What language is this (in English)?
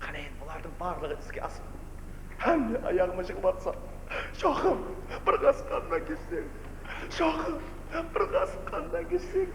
Kara-Kalpak